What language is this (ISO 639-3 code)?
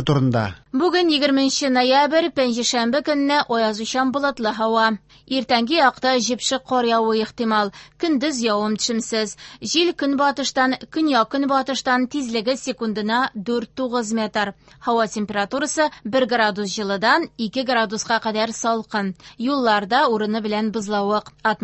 tat